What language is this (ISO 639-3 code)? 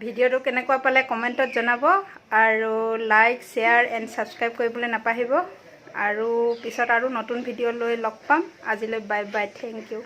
asm